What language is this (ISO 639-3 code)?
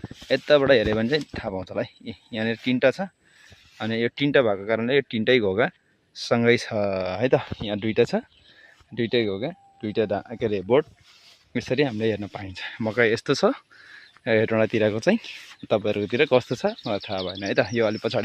nep